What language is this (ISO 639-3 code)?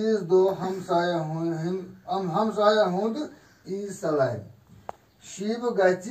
kas